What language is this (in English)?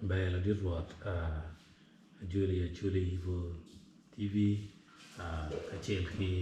Acoli